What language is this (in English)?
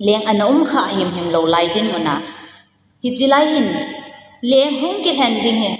Thado Chin